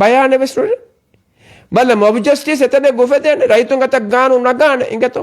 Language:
Divehi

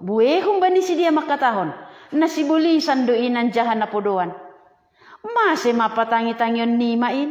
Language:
Batak Simalungun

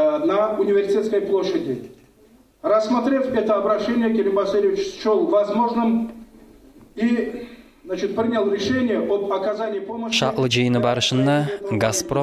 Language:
Kumyk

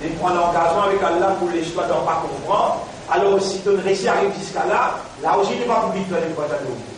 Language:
Morisyen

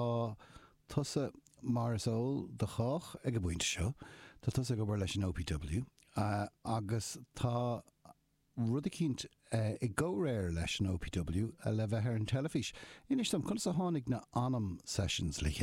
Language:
Irish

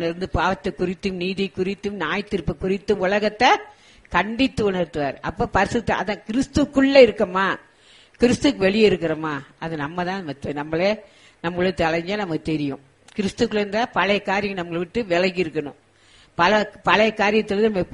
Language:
Tamil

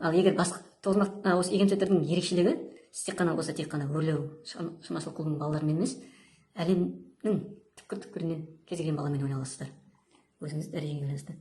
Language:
Kazakh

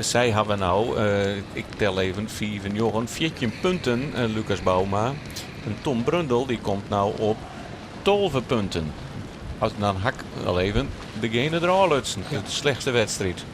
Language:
Western Frisian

